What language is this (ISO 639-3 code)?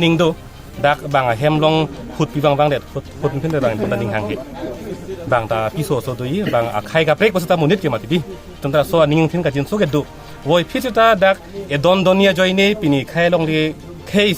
mjw